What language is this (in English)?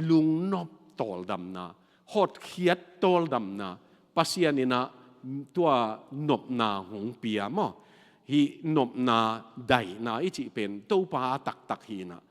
Tedim Chin